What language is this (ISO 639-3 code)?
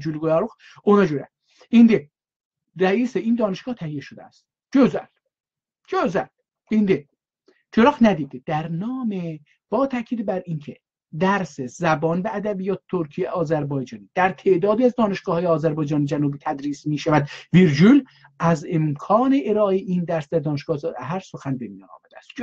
azb